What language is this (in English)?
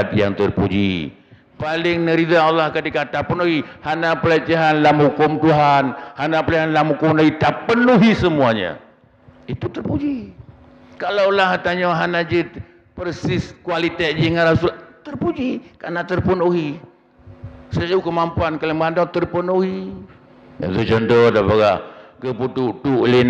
Achinese